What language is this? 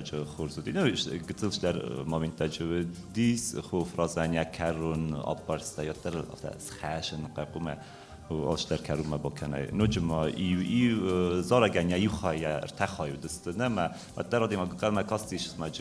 Ossetic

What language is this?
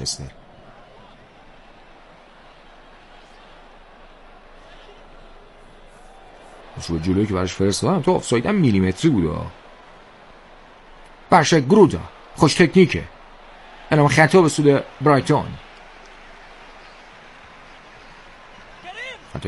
Persian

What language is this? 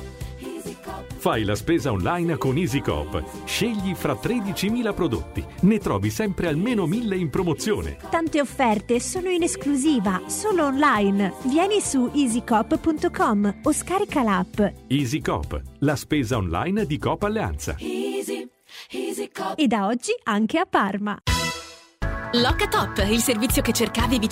Italian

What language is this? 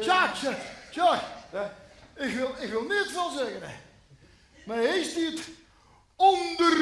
Limburgish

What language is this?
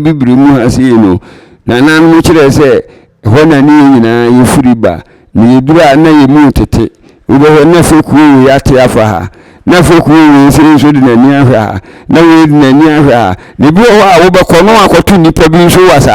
Akan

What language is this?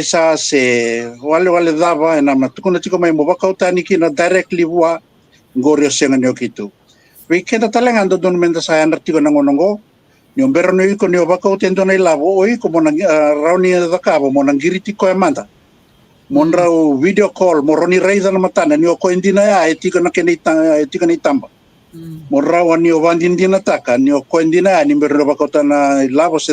Fijian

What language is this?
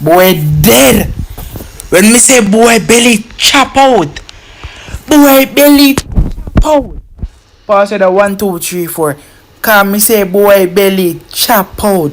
Jamaican Creole English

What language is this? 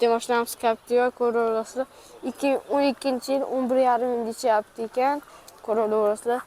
Uzbek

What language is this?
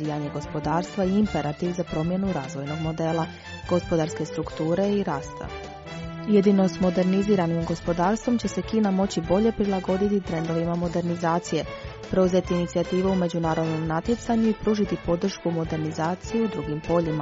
Croatian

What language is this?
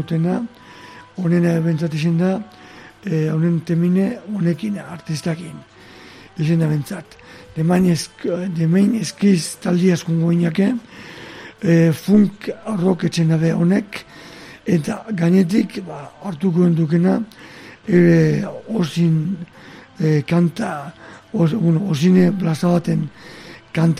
Basque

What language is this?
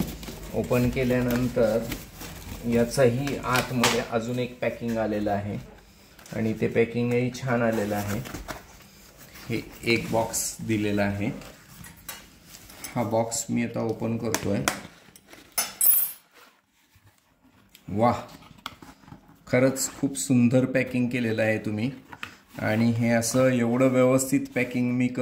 Marathi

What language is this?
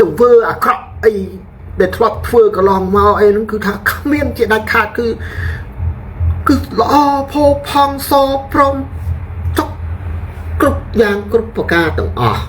Khmer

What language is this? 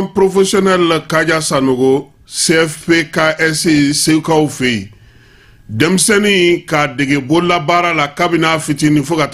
Bambara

